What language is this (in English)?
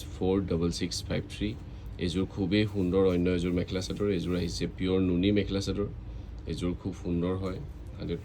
Assamese